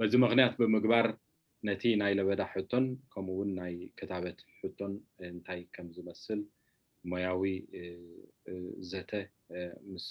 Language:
Tigrinya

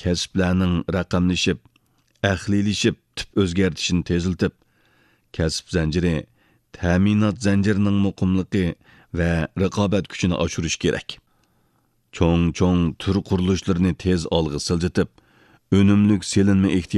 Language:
Uyghur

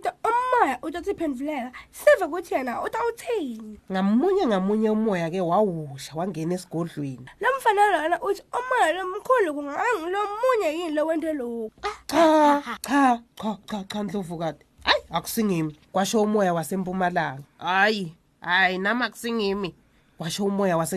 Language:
Swati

